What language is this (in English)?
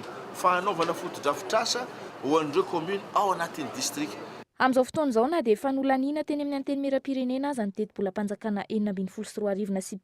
Malagasy